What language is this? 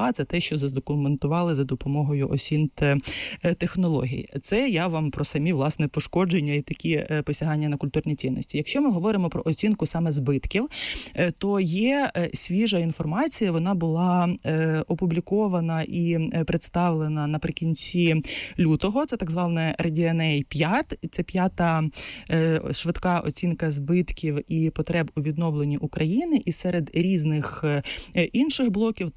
Ukrainian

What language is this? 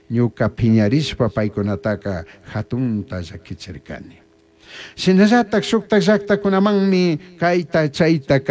Chimborazo Highland Quichua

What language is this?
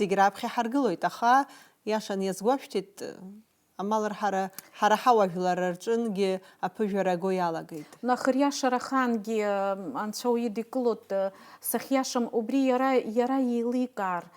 Abkhazian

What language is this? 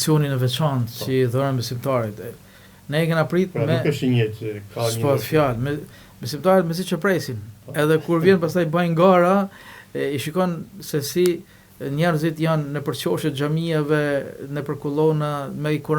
Albanian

